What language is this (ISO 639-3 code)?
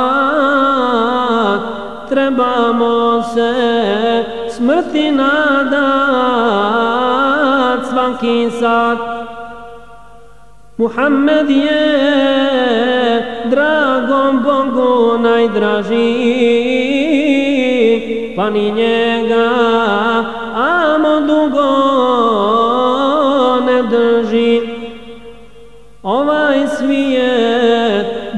bos